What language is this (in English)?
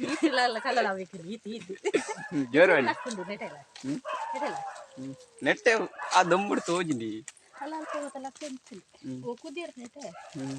Tulu